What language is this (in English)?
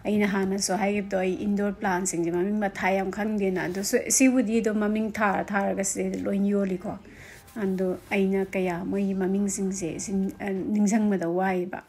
Manipuri